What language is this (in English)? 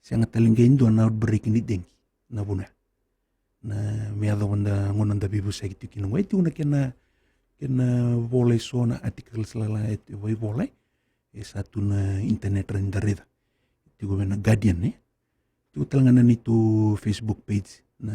Fijian